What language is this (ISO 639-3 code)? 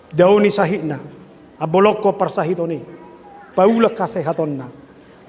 bbc